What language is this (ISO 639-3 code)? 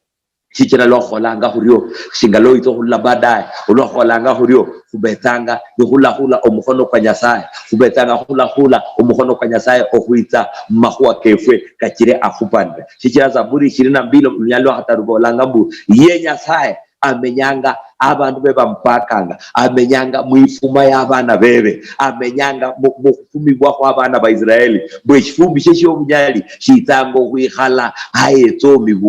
luy